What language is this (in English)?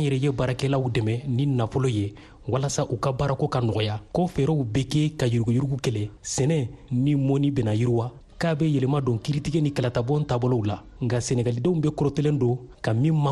Bambara